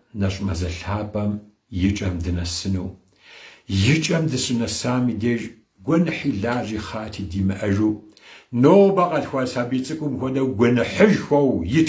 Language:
Kabardian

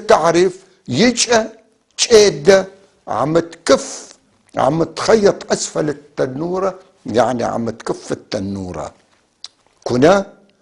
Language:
North Levantine Arabic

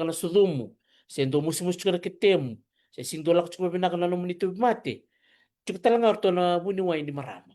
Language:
Fijian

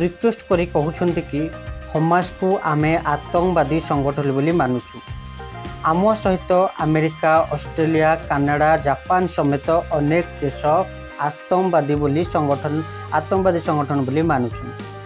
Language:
Odia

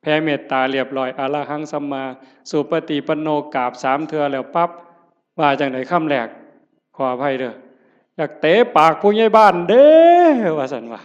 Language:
Northeastern Thai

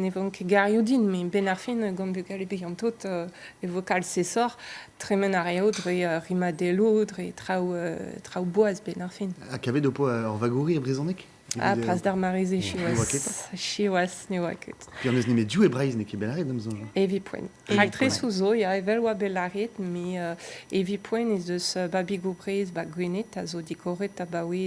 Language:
Breton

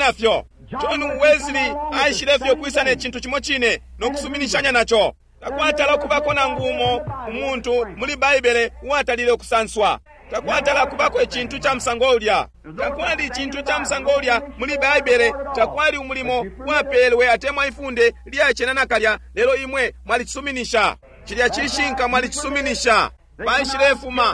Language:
Bemba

